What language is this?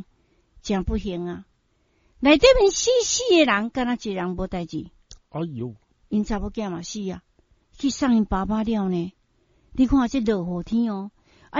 Min Nan Chinese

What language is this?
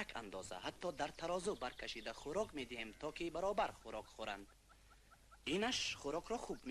Tajik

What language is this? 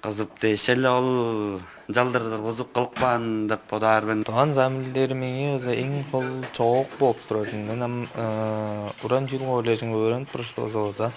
Tuvinian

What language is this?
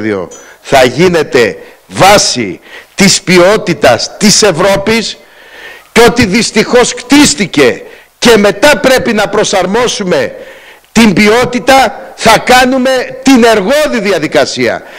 Greek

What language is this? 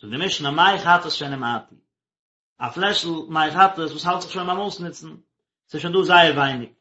Yiddish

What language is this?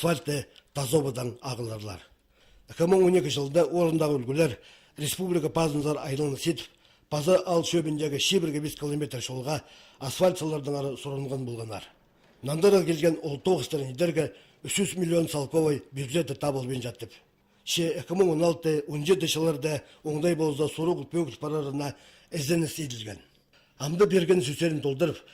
Khakas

